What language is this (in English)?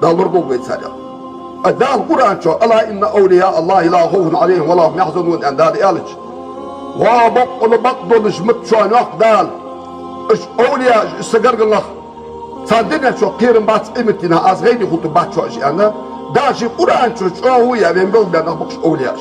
Ingush